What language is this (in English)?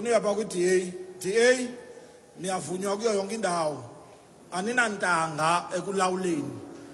Xhosa